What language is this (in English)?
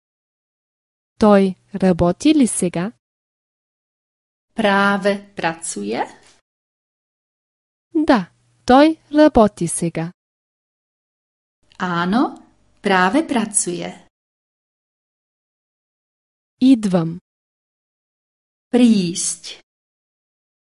Bulgarian